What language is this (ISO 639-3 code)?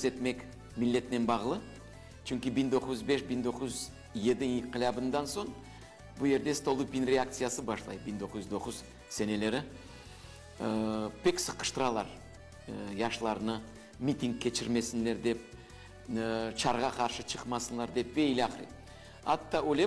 crh